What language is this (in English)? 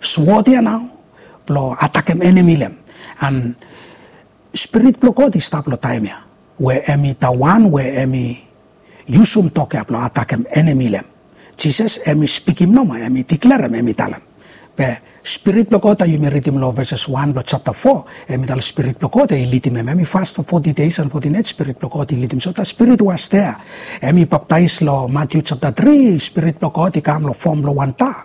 Bislama